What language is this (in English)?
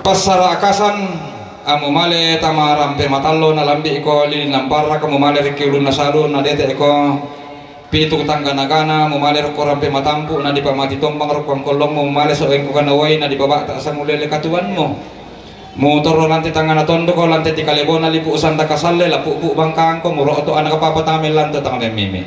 Toraja-Sa'dan